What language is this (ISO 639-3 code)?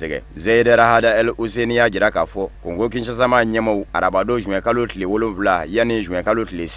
bam